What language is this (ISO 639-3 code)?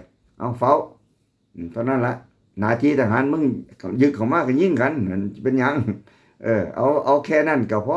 tts